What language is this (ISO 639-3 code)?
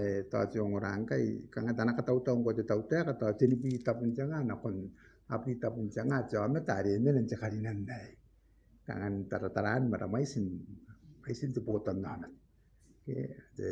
gil